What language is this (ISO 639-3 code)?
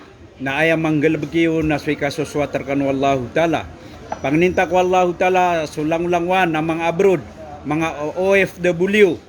mrw